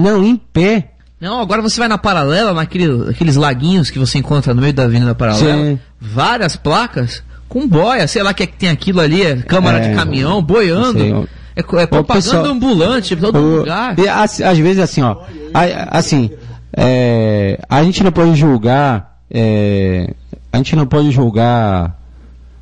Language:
Portuguese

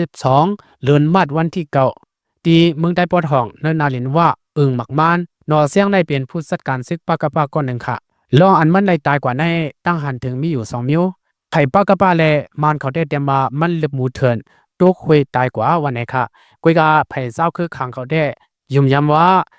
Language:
Lao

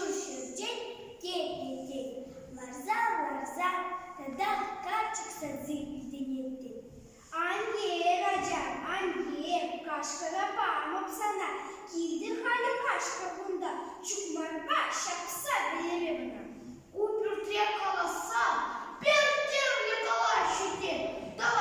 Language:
Chuvash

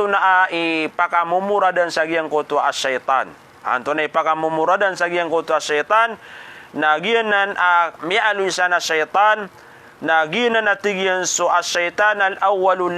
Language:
Maranao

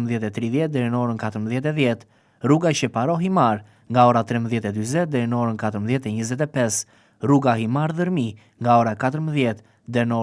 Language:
Albanian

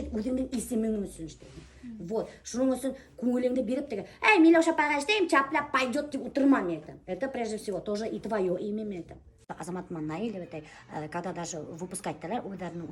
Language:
Bashkir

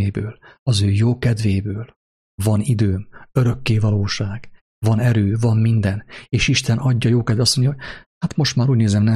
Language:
Hungarian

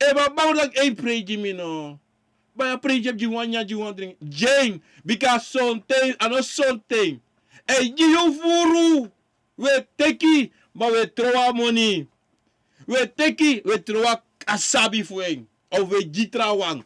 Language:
Sranan Tongo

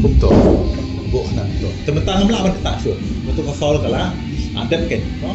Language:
Khasi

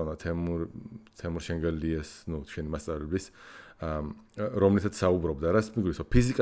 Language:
Georgian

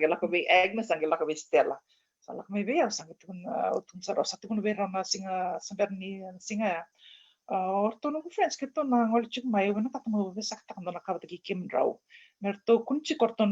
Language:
Fijian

